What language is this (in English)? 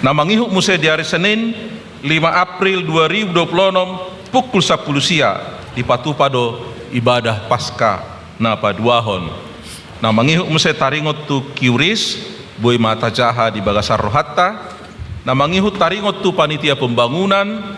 Batak Toba